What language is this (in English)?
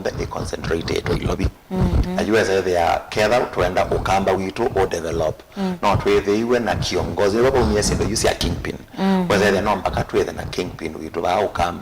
Kamba